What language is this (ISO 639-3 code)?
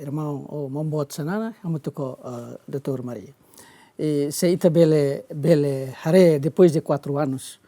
tet